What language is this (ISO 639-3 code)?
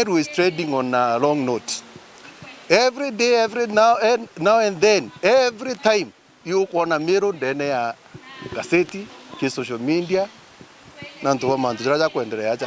mer